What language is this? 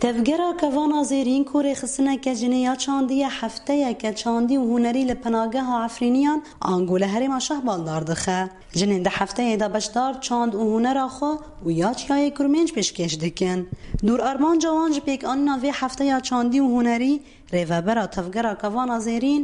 Kurdish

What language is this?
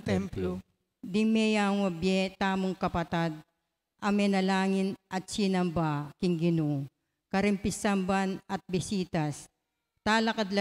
Pampanga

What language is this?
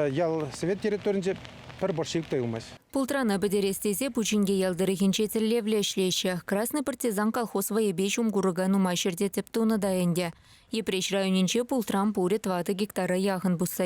Chuvash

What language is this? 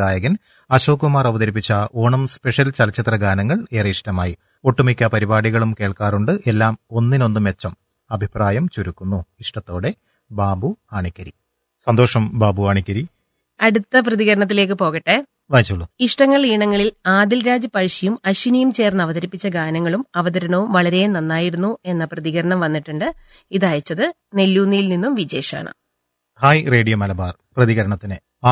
Malayalam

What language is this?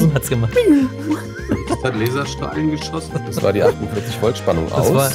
German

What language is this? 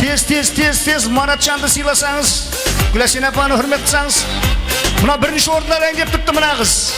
Kara-Kalpak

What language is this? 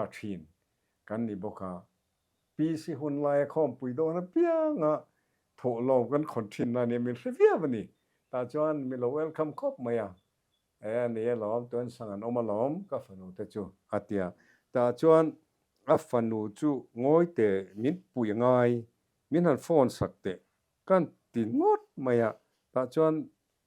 Mizo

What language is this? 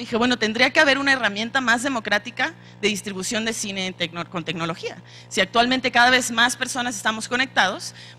Spanish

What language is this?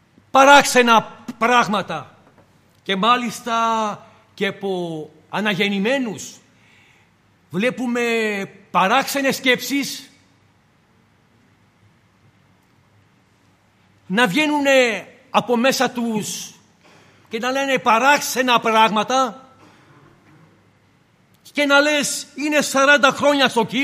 Greek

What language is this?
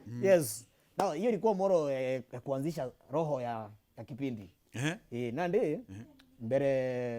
Meru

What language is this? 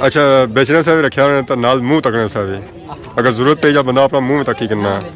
Pahari-Potwari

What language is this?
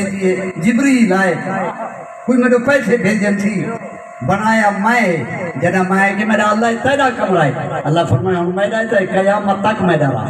Saraiki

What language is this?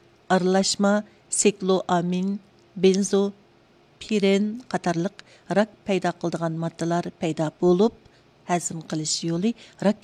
Uyghur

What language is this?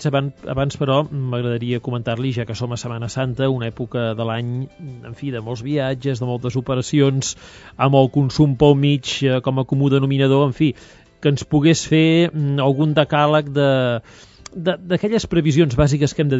Catalan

